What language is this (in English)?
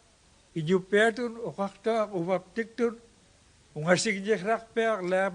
Kalaallisut